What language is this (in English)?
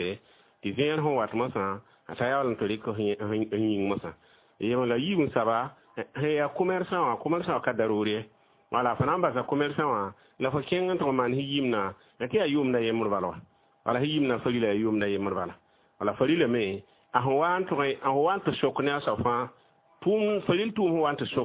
Mossi